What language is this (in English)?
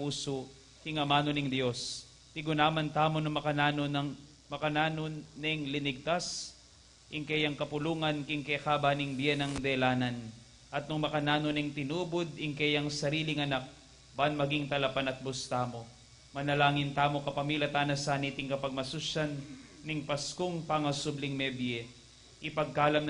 Pampanga